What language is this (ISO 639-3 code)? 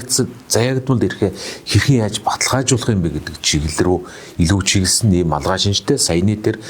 mon